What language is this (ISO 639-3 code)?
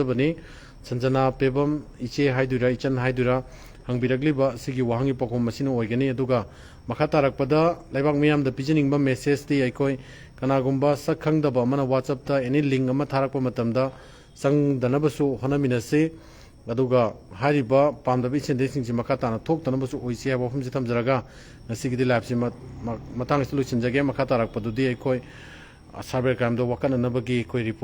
mni